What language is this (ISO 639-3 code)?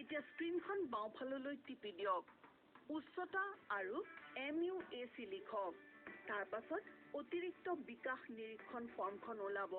asm